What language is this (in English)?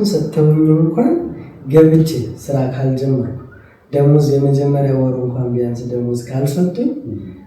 Amharic